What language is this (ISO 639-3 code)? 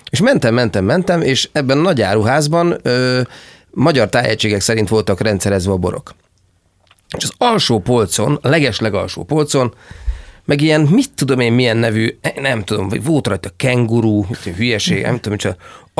hun